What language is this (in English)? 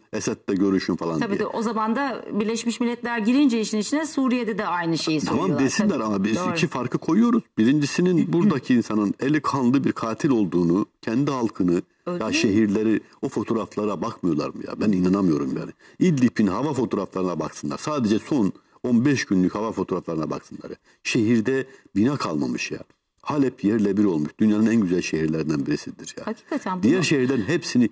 Turkish